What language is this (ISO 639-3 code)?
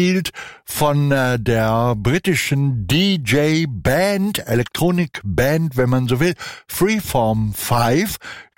deu